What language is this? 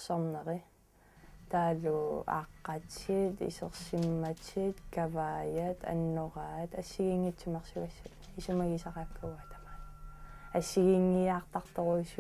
Kalaallisut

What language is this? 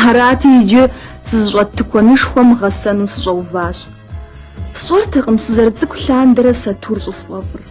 Kabardian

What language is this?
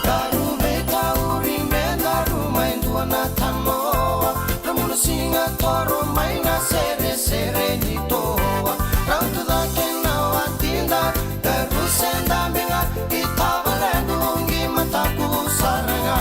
Fijian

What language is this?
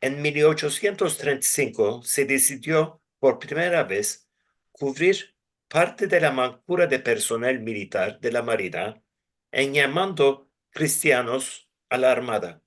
Ladino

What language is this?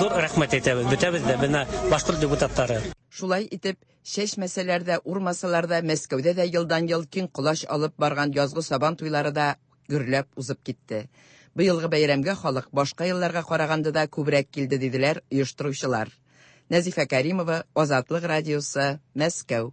Tatar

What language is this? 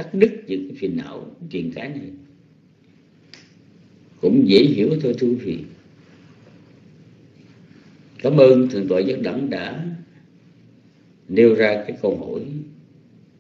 Vietnamese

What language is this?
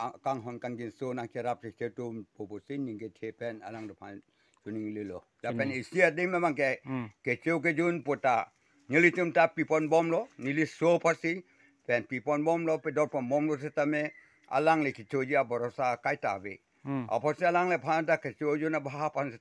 Karbi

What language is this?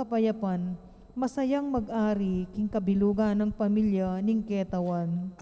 Pampanga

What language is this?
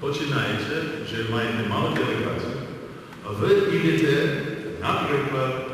Rusyn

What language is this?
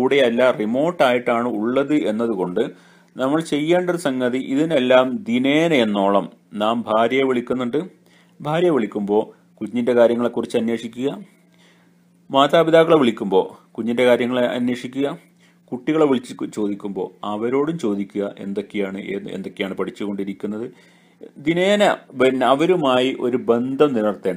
Malayalam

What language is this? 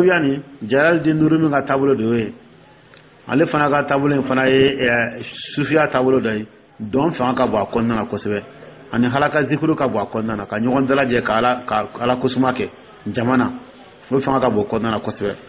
Dyula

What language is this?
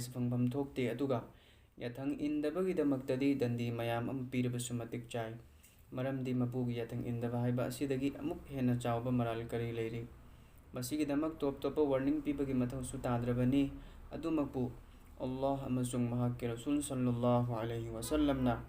Manipuri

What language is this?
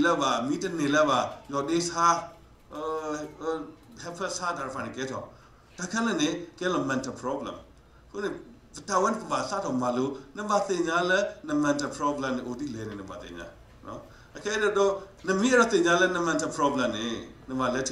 S'gaw Karen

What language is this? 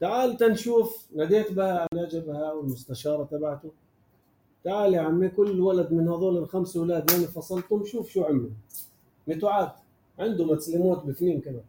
North Levantine Arabic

